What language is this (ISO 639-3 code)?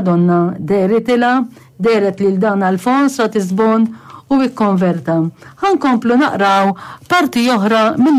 mlt